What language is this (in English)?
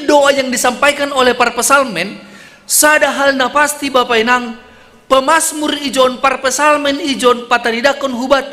Batak Simalungun